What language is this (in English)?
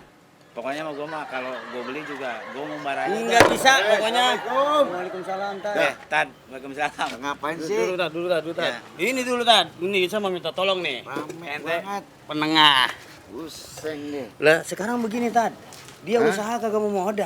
Betawi